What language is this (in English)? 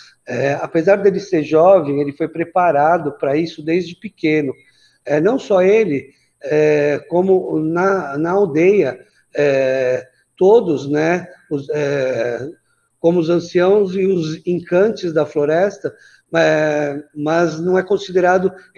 Portuguese